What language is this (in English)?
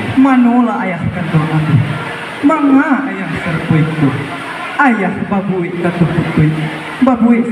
Minangkabau